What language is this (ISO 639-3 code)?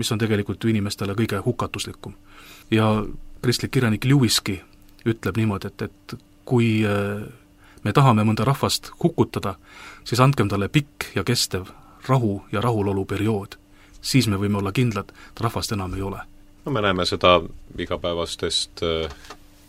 est